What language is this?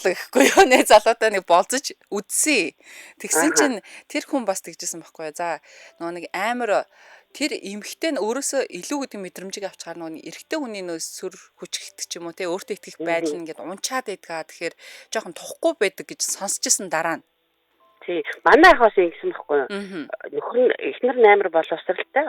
Mongolian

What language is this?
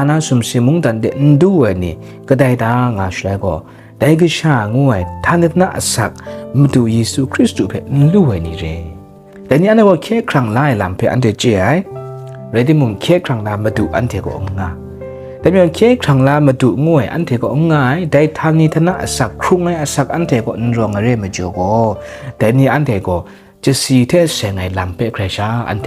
Kachin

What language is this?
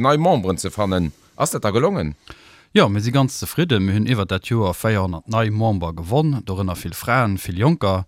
Luxembourgish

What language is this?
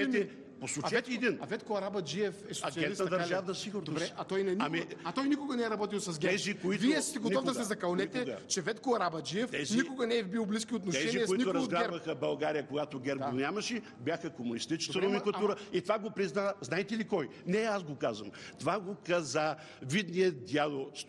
Bulgarian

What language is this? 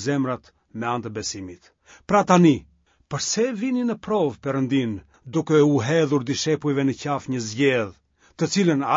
Albanian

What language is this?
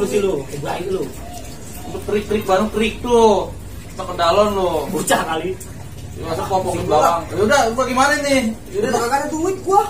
Betawi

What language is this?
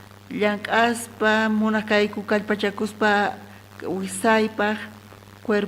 South Bolivian Quechua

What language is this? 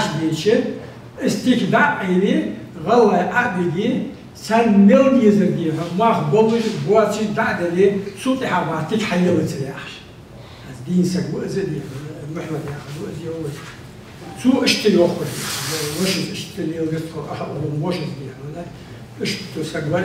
Ingush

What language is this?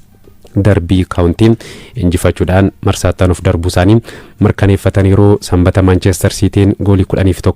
Oromo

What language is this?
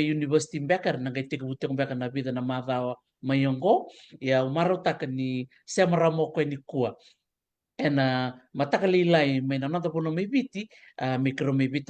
Fijian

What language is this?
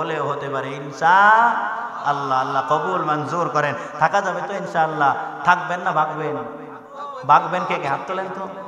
Bangla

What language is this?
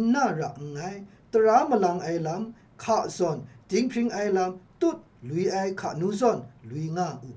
Kachin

